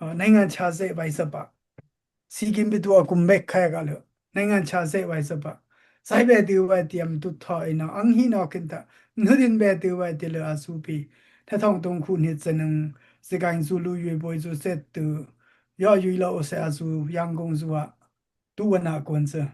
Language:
Dimasa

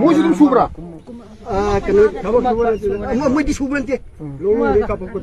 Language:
Manipuri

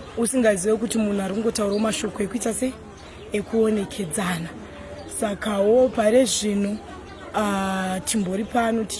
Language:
Shona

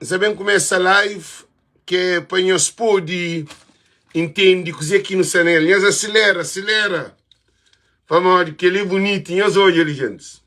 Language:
Kabuverdianu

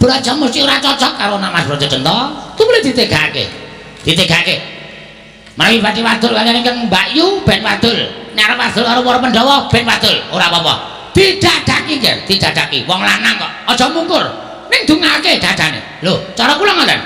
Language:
Javanese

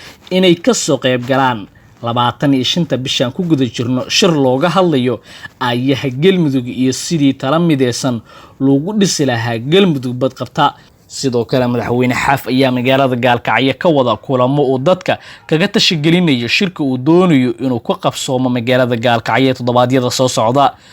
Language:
Somali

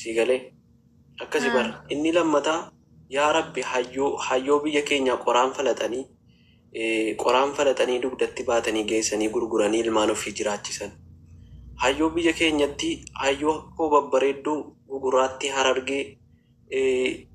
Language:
Oromo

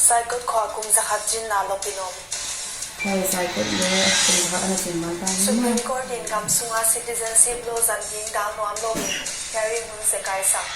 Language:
Paite Chin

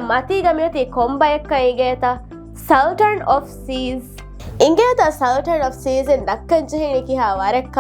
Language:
Divehi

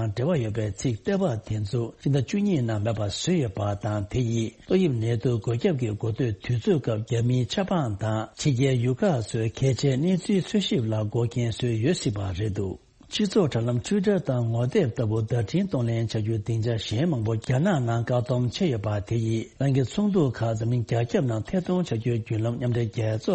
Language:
Tibetan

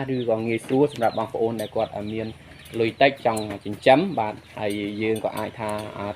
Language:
Khmer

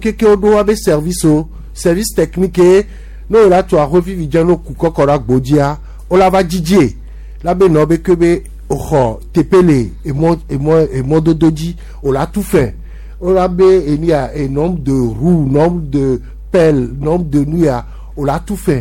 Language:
Gen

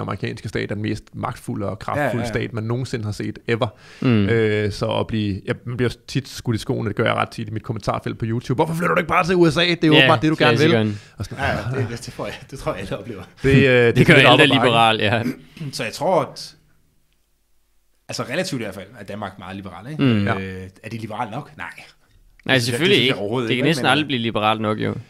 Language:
Danish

